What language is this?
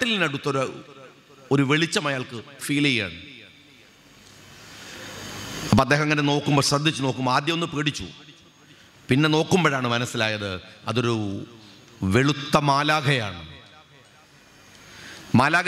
Malayalam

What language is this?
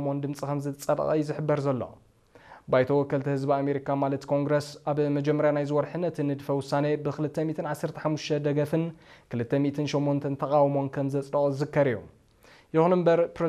Tigrinya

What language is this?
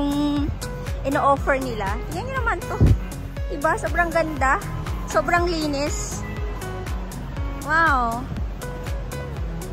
Filipino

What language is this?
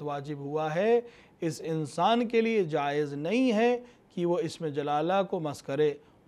Urdu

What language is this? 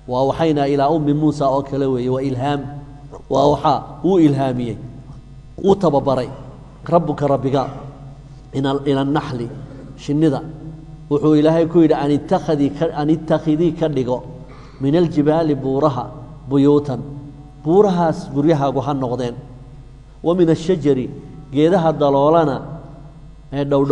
Somali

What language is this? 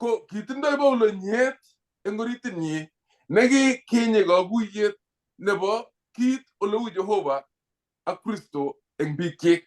Kalenjin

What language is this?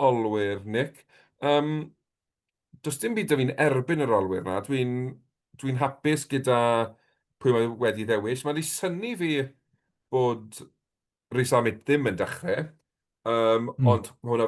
Welsh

